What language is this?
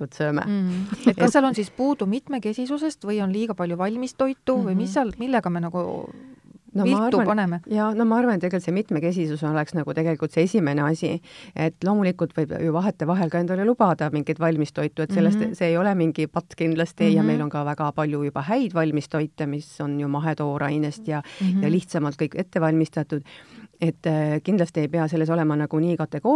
Estonian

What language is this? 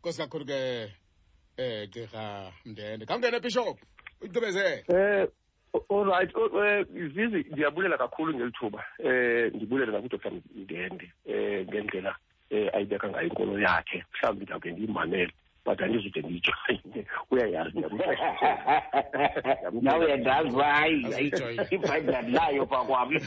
Xhosa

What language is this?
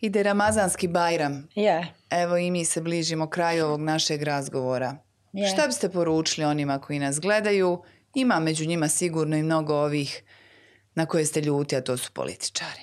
Bosnian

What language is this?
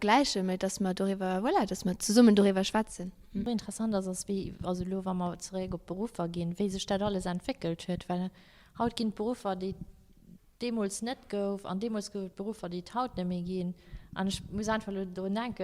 Luxembourgish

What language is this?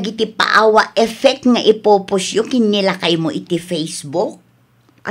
Iloko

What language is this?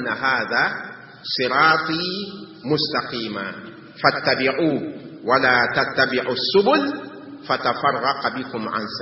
Mossi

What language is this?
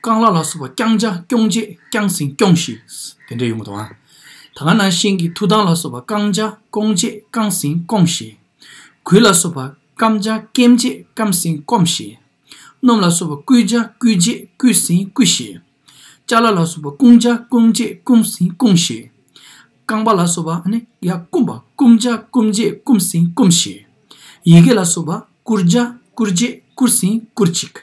Tibetan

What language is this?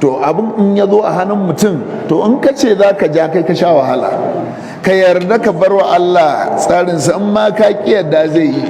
Hausa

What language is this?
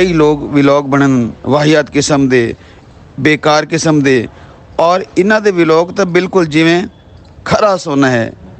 Saraiki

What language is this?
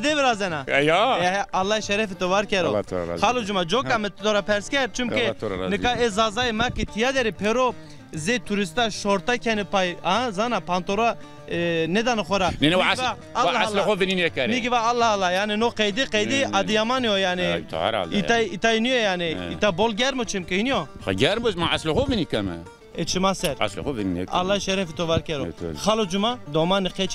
Zaza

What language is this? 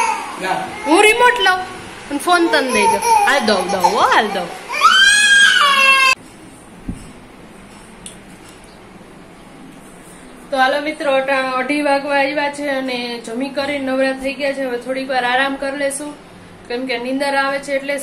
Gujarati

